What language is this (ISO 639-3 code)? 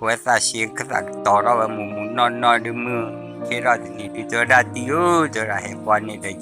ksw